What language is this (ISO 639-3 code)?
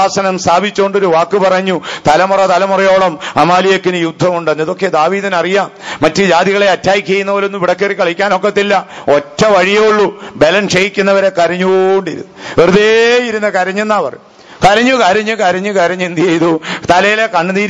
mal